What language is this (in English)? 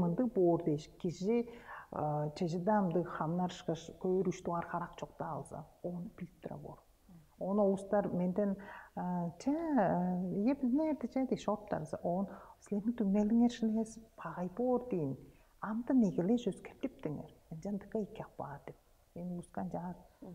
Tuvinian